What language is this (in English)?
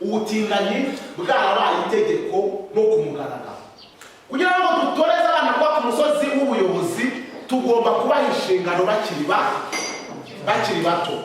Kinyarwanda